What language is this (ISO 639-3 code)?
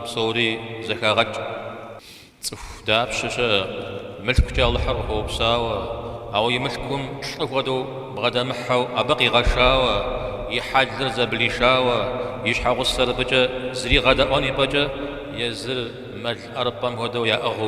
kbd